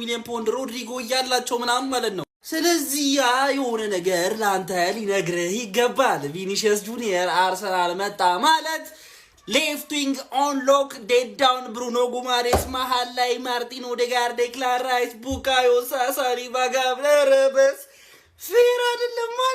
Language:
Amharic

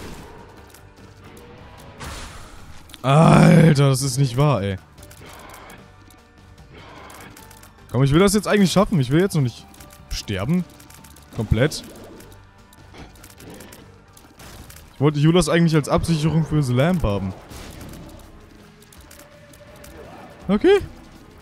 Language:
German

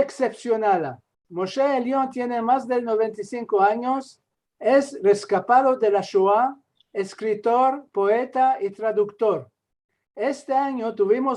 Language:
Ladino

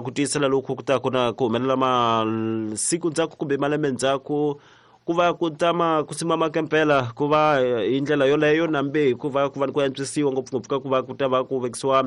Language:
Tsonga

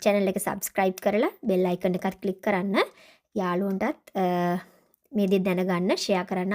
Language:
Sinhala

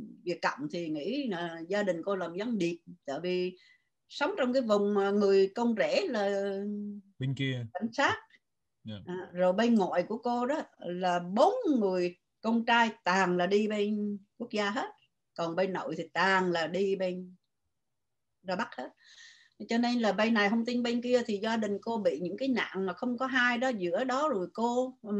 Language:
Vietnamese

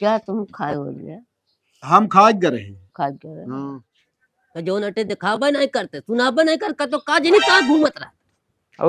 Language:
Awadhi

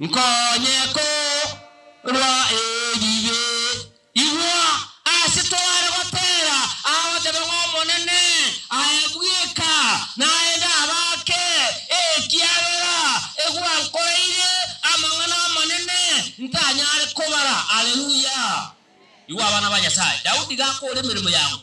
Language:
Gusii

